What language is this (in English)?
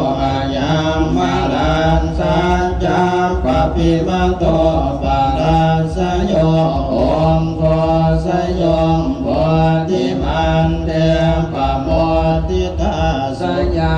Pali